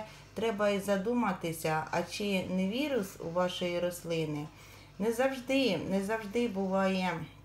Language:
Ukrainian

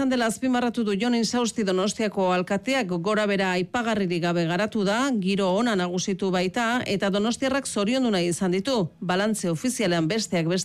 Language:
Basque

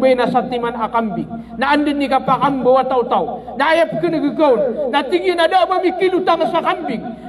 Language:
Maranao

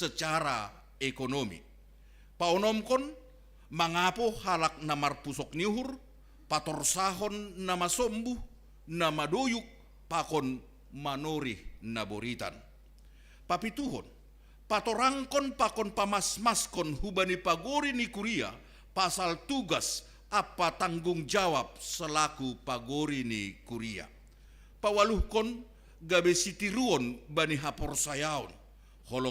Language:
Batak Simalungun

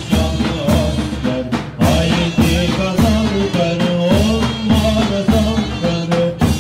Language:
Turkish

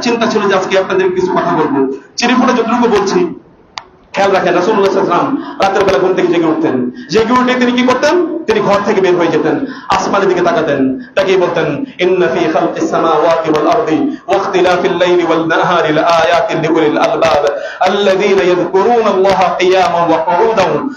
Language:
Bangla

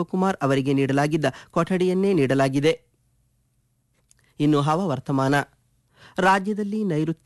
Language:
Kannada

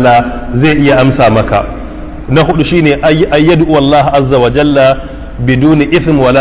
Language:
Hausa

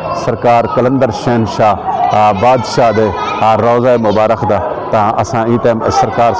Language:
Saraiki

